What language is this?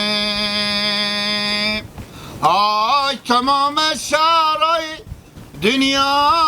Hazaragi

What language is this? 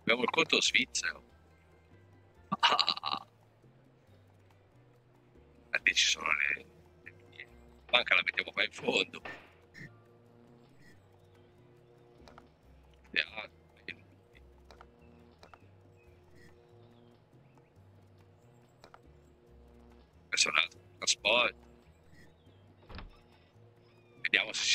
Italian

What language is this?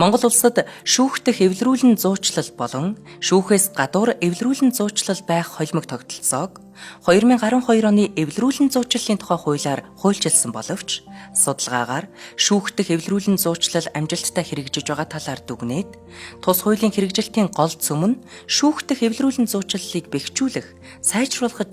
Mongolian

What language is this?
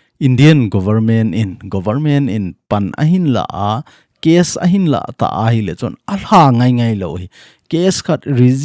Thado Chin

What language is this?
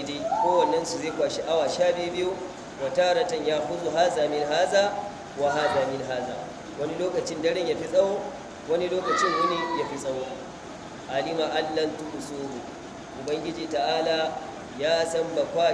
Hausa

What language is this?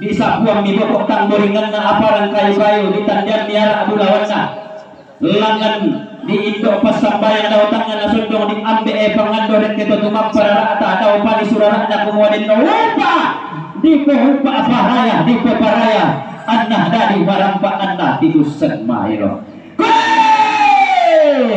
Toraja-Sa'dan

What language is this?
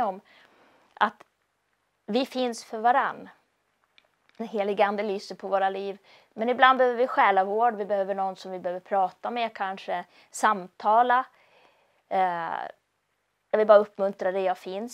Swedish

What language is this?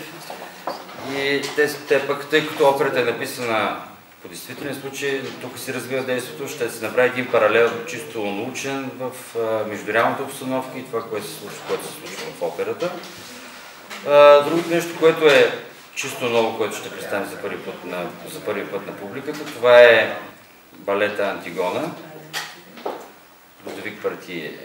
Bulgarian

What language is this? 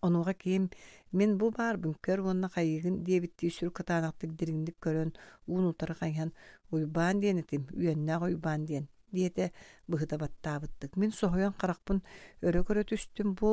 Yakut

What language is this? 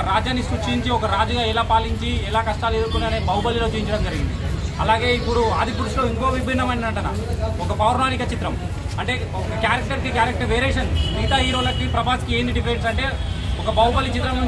Telugu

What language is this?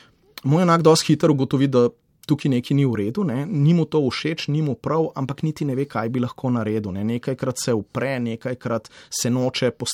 Slovenian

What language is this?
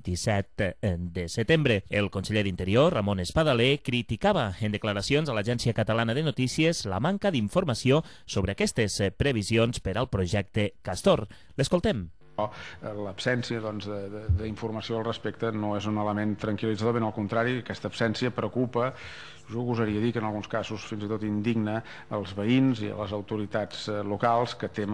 Catalan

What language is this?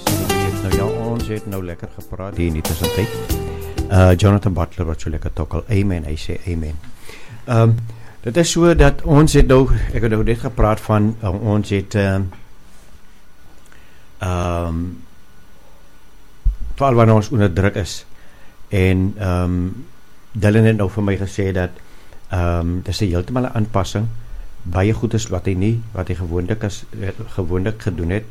Afrikaans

